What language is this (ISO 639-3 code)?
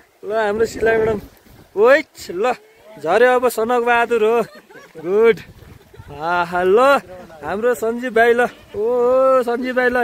nep